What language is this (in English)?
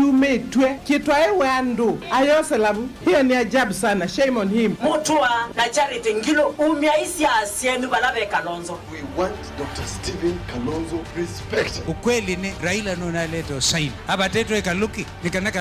Kamba